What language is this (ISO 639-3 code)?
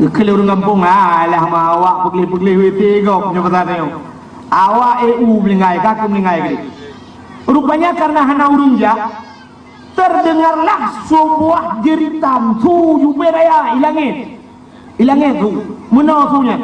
ace